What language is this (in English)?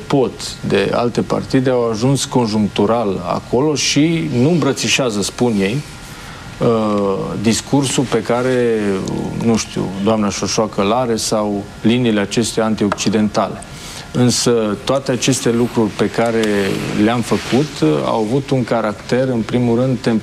Romanian